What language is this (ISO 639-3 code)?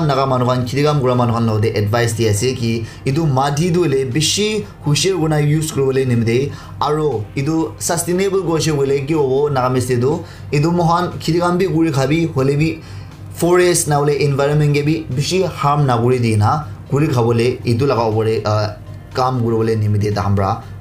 nag